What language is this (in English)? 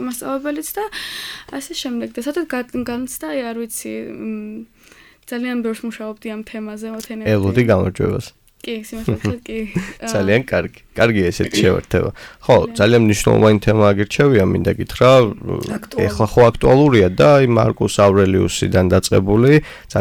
Georgian